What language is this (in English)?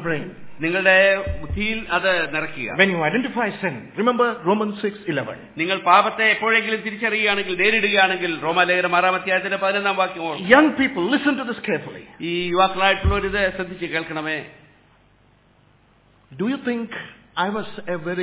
Malayalam